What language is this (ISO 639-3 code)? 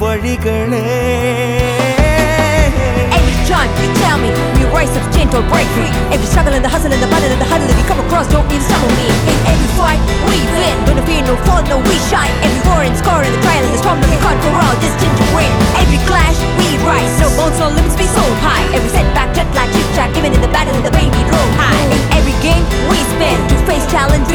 tam